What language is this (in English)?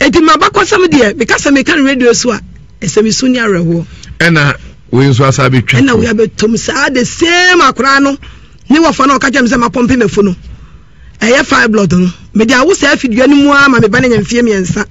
Akan